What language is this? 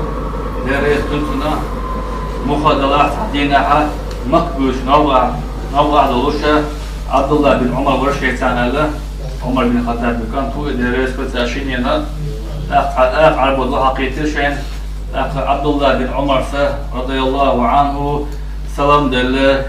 Chechen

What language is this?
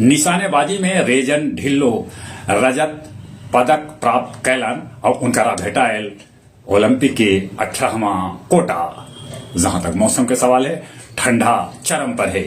Magahi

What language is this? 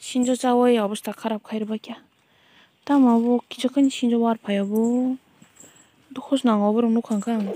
Kok Borok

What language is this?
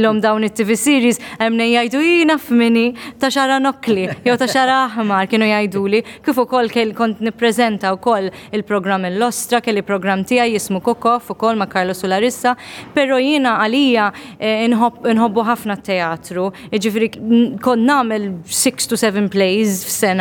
Maltese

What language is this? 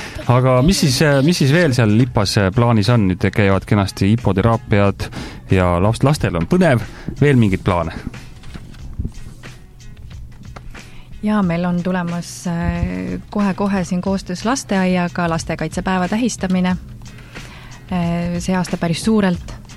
Estonian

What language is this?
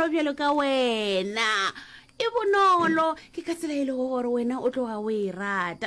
Northern Sotho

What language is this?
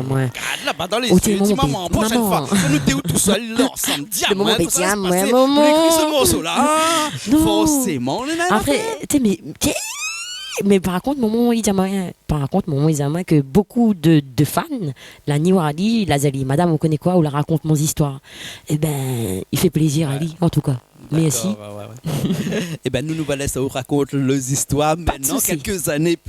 Réunion Creole French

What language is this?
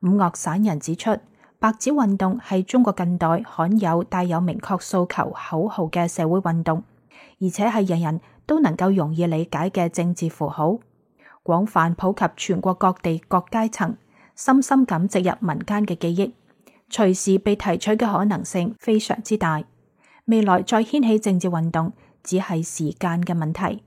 Cantonese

